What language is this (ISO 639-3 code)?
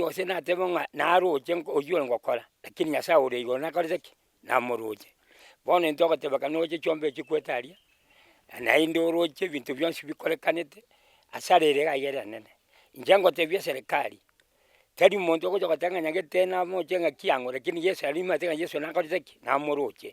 guz